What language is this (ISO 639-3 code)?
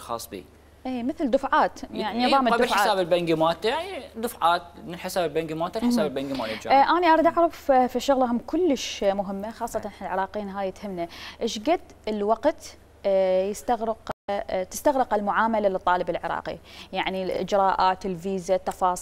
acm